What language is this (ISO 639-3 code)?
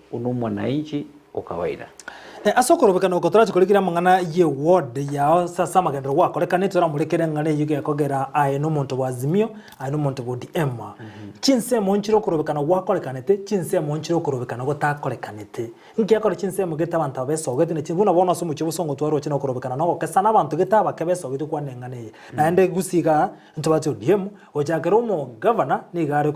guz